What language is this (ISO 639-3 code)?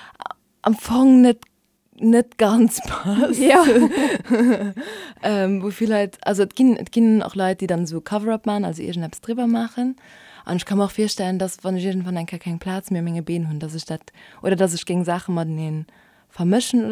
ltz